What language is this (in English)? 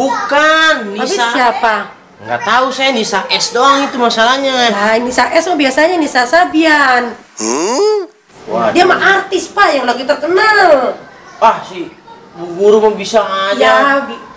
Betawi